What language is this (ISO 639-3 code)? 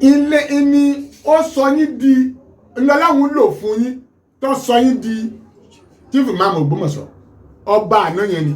yor